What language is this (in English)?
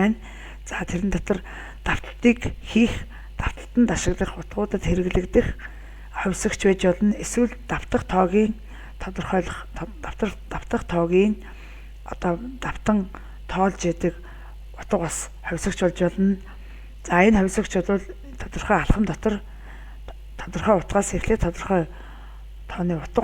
Mongolian